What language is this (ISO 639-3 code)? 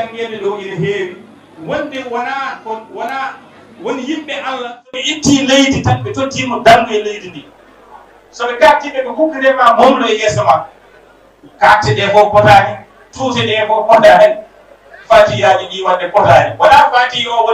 ful